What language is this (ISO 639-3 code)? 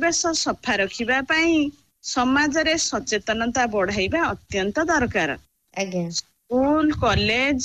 ori